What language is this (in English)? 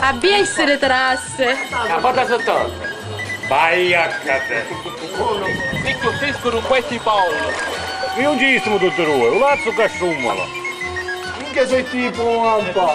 Sicilian